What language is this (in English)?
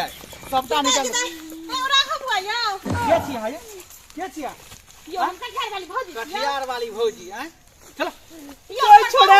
Maithili